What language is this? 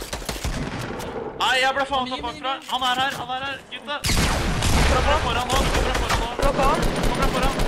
Norwegian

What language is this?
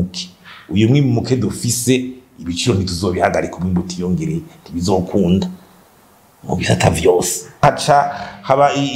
Rundi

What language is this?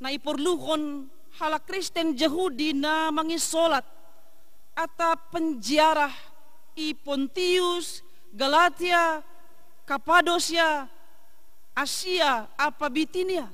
Batak Simalungun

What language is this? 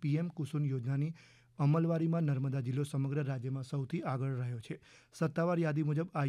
Gujarati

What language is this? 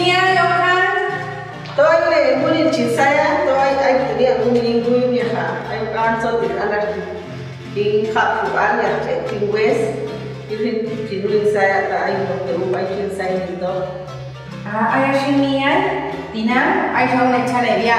Popti'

